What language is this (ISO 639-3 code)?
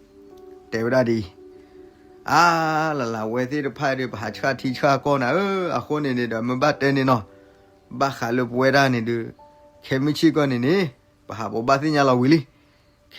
ksw